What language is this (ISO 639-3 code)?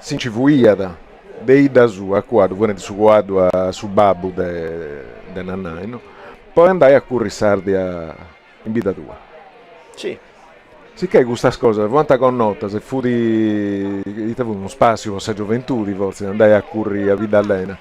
srd